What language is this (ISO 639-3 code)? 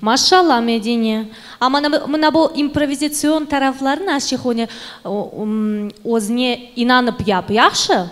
crh